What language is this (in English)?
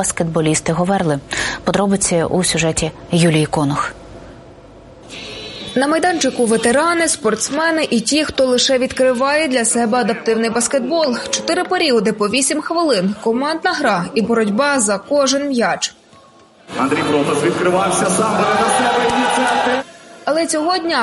Ukrainian